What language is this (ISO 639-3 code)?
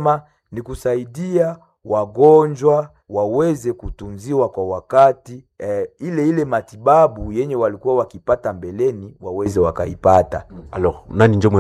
swa